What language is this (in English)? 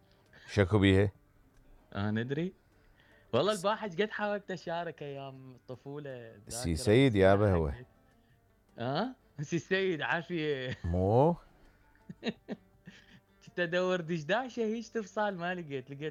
Mesopotamian Arabic